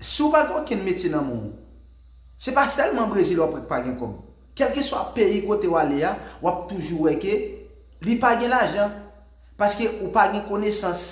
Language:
Haitian Creole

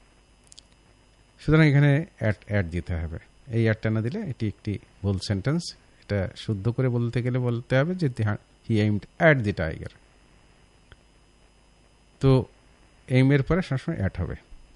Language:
Bangla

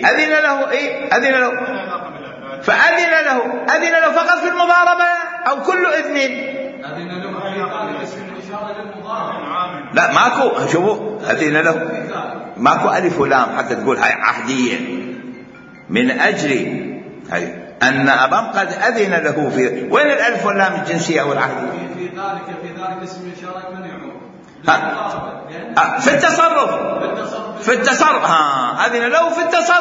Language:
Mesopotamian Arabic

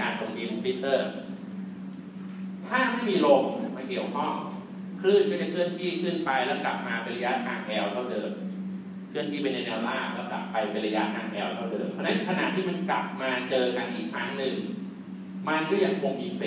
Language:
Thai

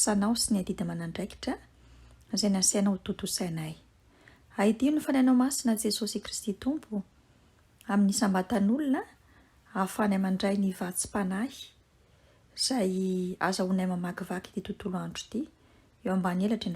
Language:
Malagasy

